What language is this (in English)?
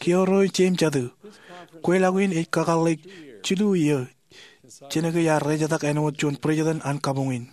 Marshallese